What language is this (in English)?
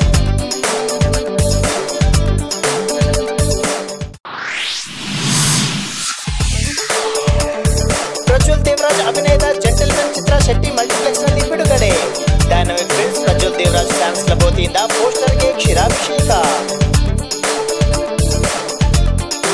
Kannada